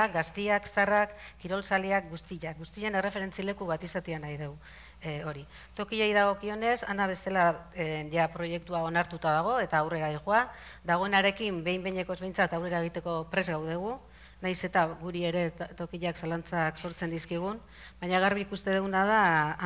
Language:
Basque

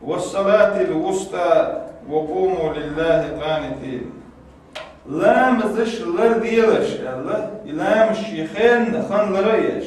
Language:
Chechen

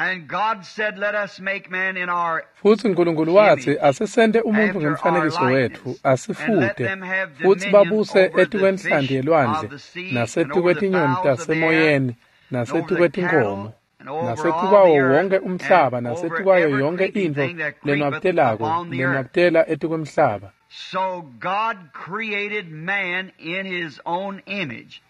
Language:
Swati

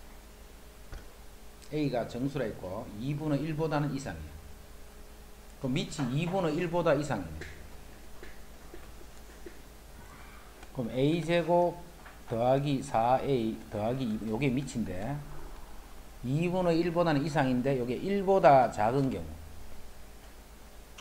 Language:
Korean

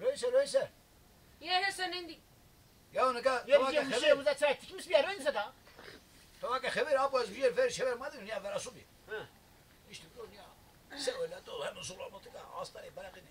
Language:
Zaza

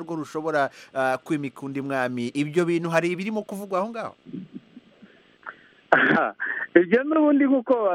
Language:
Kinyarwanda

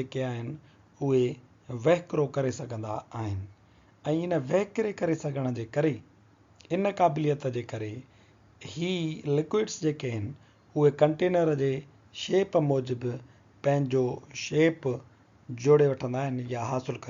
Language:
Sindhi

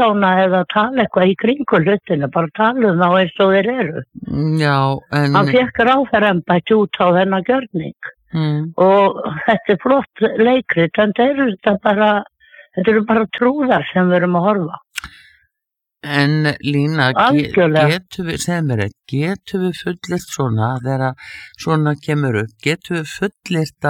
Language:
Icelandic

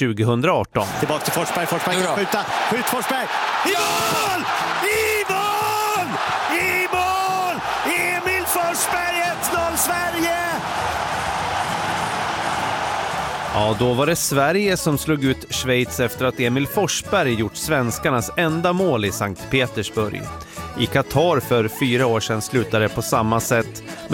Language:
Swedish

